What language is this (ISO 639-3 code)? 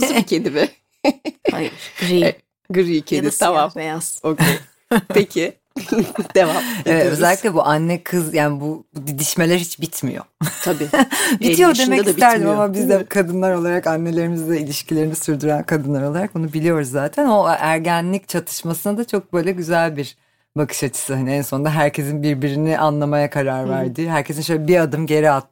tur